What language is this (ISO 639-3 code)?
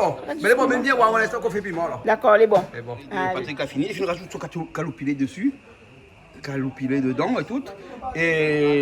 rcf